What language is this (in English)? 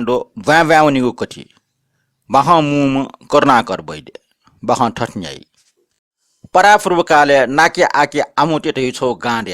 Newari